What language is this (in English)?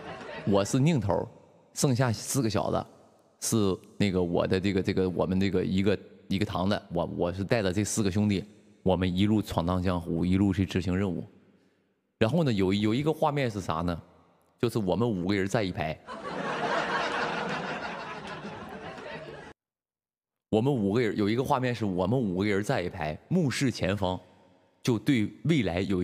Chinese